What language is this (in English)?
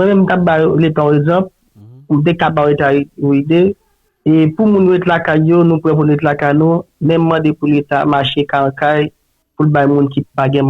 Haitian Creole